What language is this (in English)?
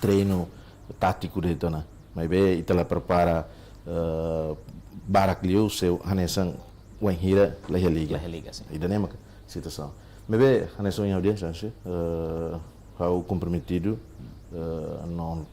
Tetum